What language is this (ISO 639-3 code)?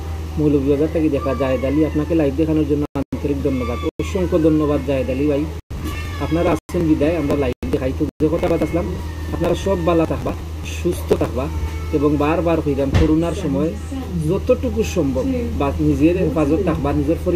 syl